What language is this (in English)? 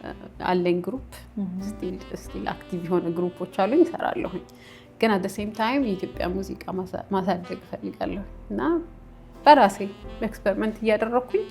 Amharic